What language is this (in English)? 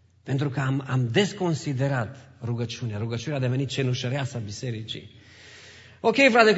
Romanian